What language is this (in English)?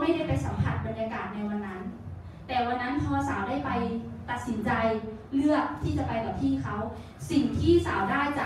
Thai